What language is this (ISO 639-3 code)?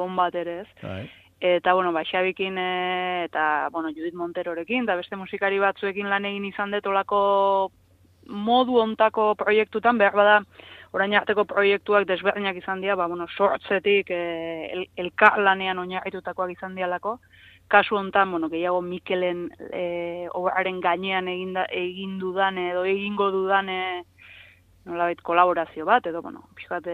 eus